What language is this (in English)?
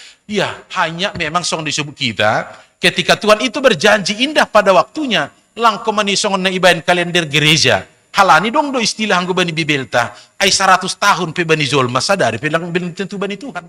Batak Simalungun